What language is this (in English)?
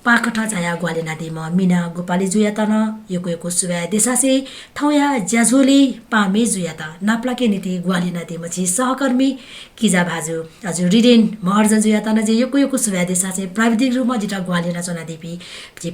Newari